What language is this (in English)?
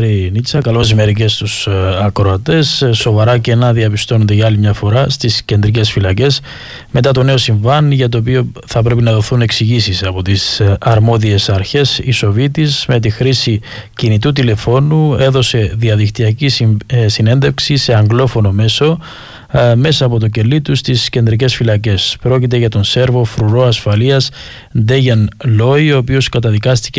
Greek